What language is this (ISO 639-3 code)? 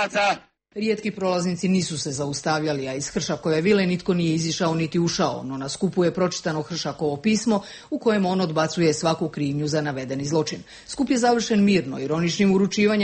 hrv